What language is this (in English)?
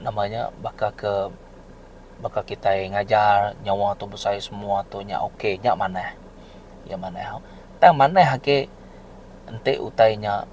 Iban